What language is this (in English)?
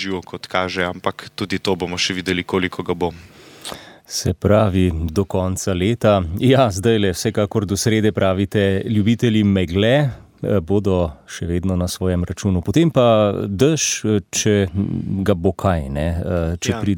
Slovenian